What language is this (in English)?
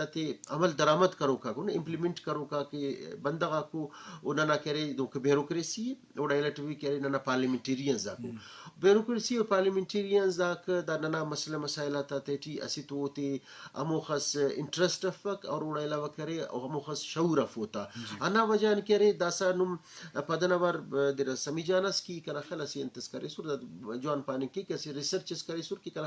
Eastern Balochi